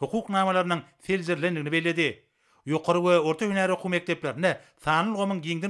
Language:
Turkmen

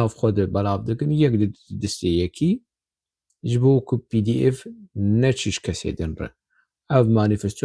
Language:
Kurdish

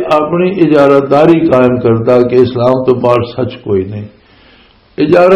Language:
Western Panjabi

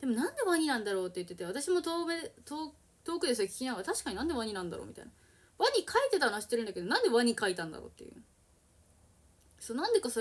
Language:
Japanese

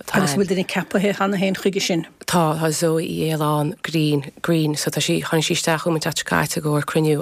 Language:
Irish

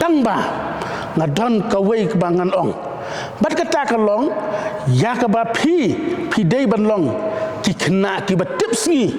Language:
Khasi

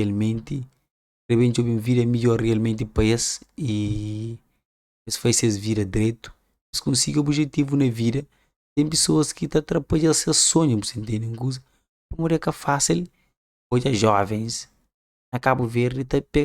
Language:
Kabuverdianu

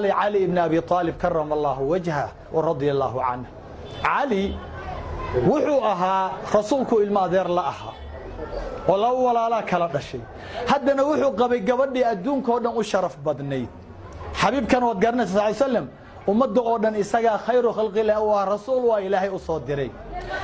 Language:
Somali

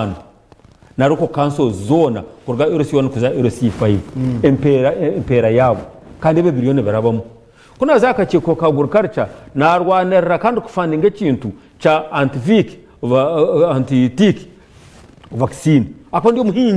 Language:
Nyankole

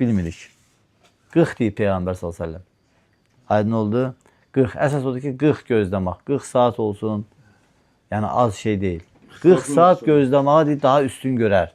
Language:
Azerbaijani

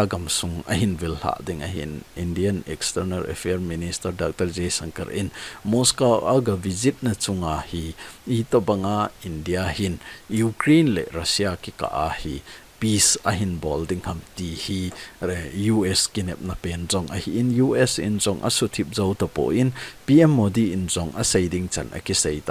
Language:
Thado Chin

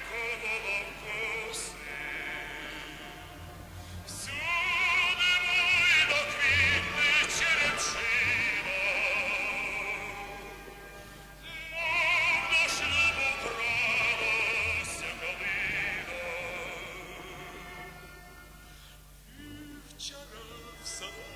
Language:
Ukrainian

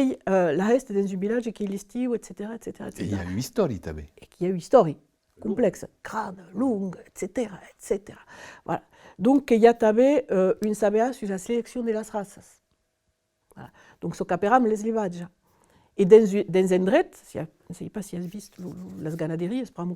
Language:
Occitan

